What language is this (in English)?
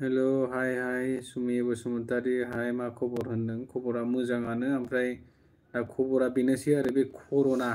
Bodo